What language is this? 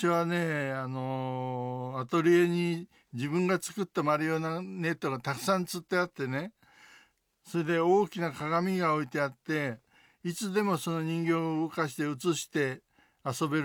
Japanese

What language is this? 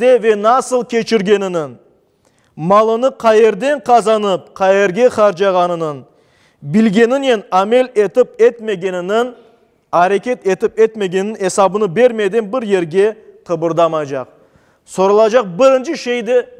Crimean Tatar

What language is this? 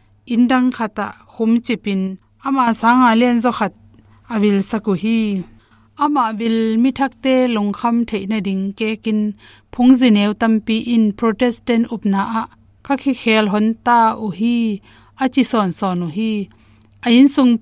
Tedim Chin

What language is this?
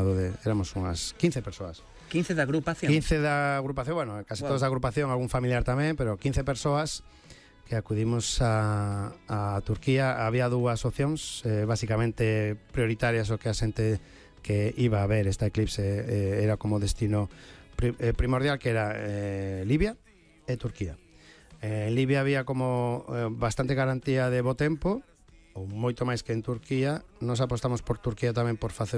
Galician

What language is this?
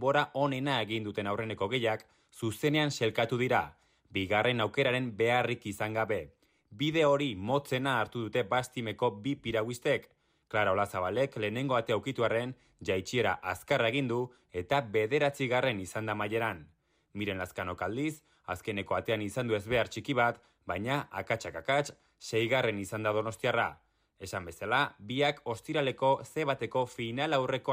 Basque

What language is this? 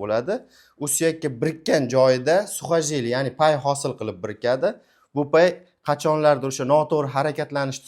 Uzbek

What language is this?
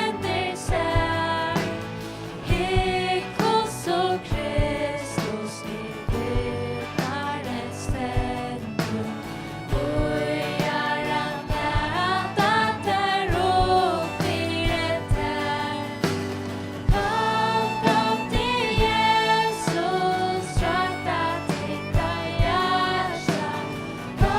Faroese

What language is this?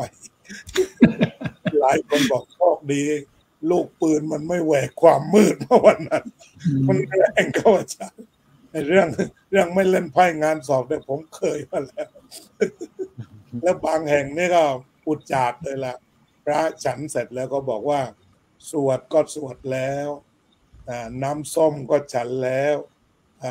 Thai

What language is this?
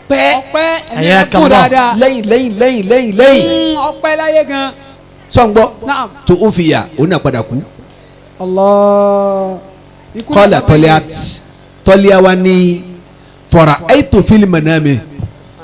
Yoruba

